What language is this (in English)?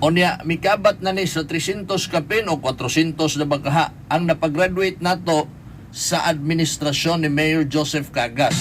Cebuano